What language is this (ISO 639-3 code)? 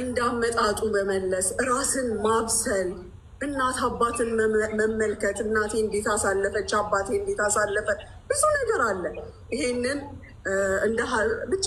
amh